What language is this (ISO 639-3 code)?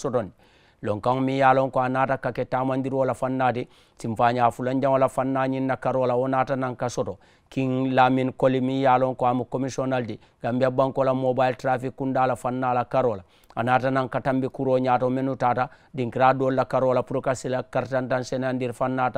man